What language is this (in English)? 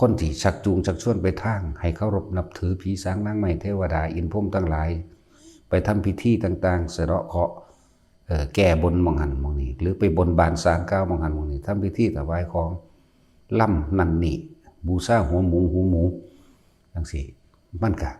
Northeastern Thai